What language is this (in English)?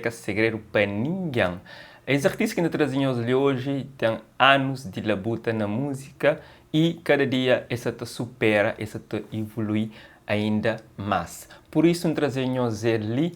Kabuverdianu